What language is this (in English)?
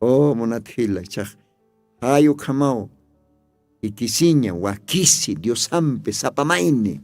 Aymara